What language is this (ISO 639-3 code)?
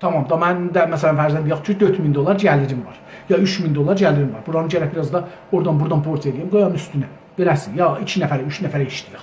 azb